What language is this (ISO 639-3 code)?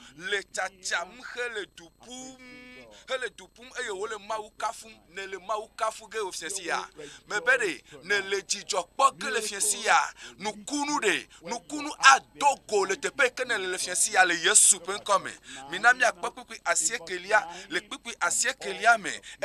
ewe